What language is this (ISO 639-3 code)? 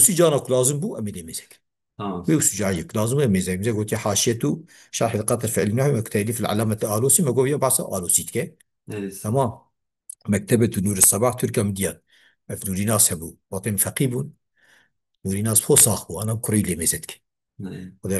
kur